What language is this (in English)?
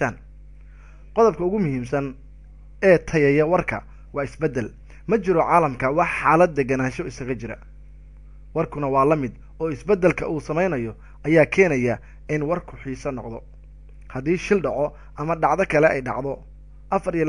Somali